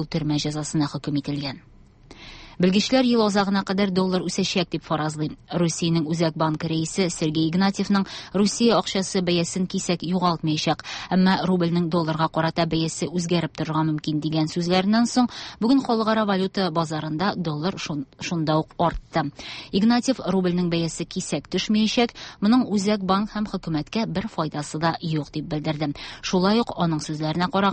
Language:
Tatar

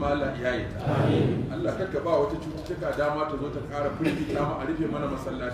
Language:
Hausa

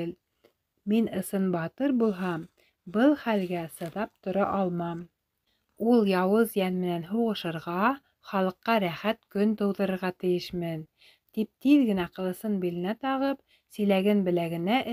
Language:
Bashkir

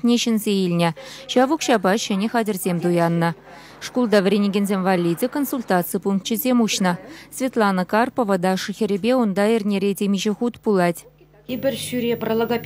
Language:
Chuvash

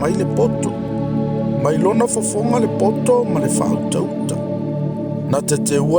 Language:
Samoan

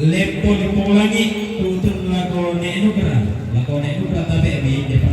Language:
Toraja-Sa'dan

